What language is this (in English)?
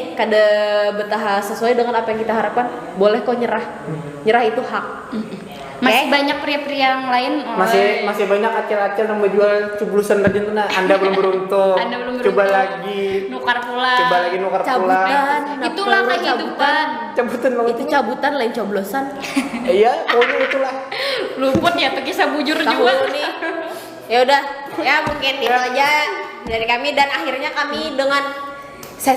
Banjar